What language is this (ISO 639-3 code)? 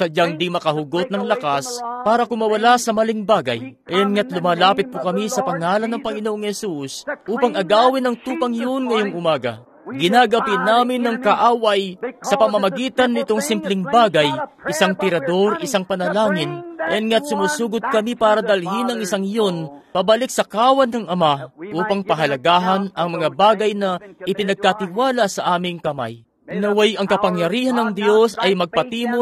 fil